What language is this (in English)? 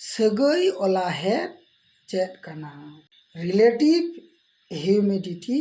Santali